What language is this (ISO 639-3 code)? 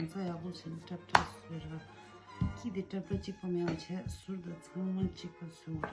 bod